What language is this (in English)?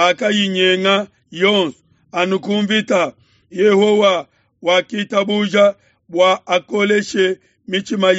Luba-Lulua